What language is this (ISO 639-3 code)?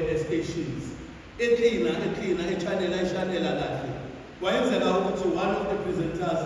zul